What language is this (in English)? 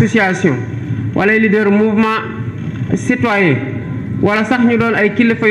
Wolof